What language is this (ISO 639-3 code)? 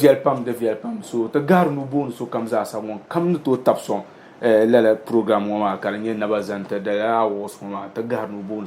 dag